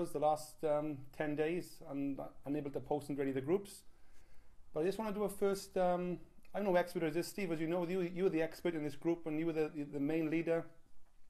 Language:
English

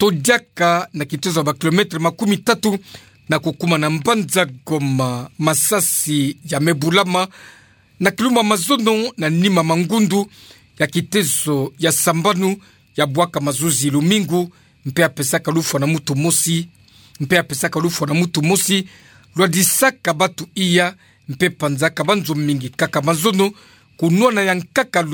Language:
Kituba (Democratic Republic of Congo)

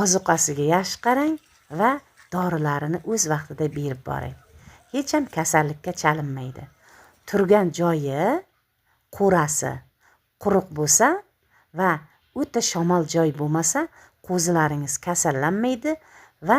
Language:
Uzbek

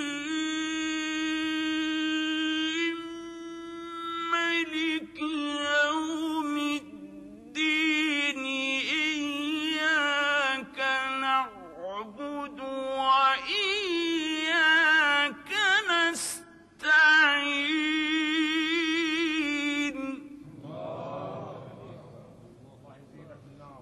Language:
Arabic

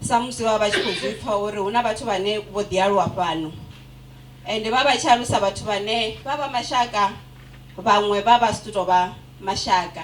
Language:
Venda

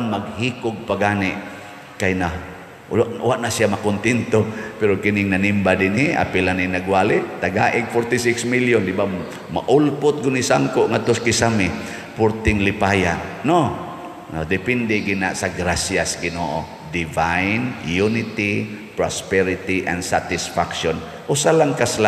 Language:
Cebuano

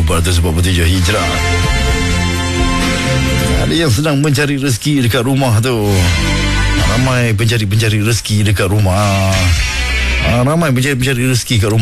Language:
Malay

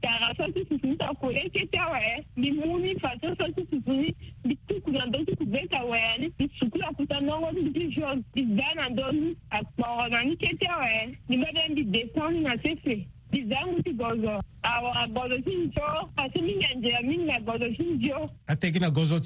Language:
Sango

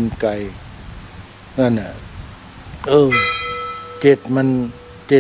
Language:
Thai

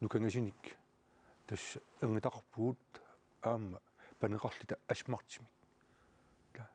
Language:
Kalaallisut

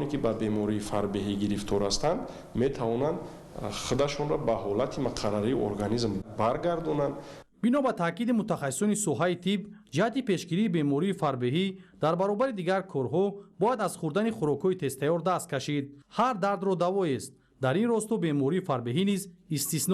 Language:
Tajik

